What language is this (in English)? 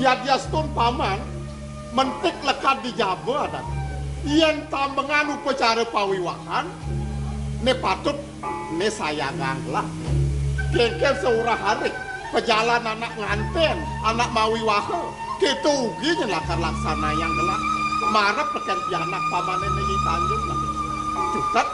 Balinese